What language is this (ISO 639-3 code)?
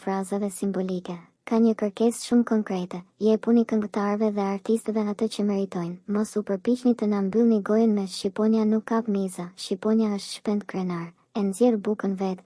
sqi